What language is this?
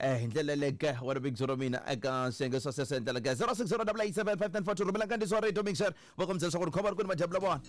Tsonga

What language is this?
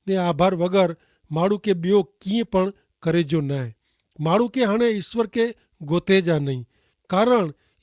Kachhi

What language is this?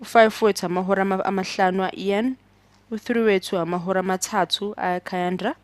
Zulu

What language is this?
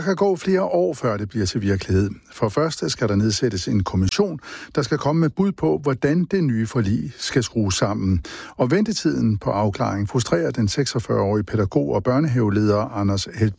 Danish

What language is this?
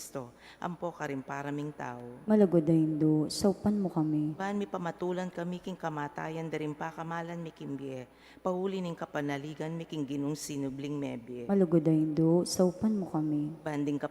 Pampanga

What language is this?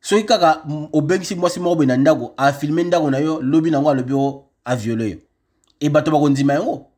Lingala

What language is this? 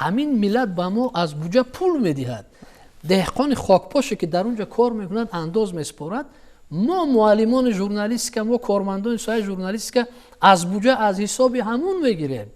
Tajik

